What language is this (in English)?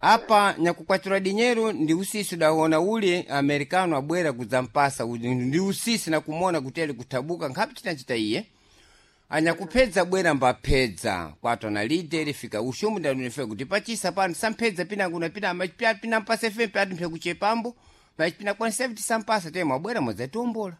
Sena